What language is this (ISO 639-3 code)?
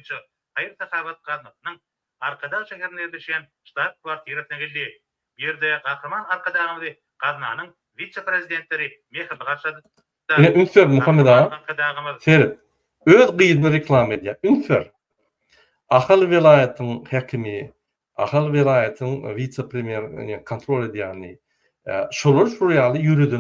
tuk